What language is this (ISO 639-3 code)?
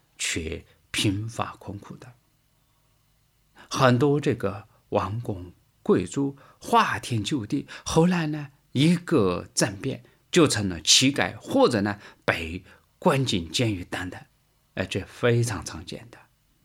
zho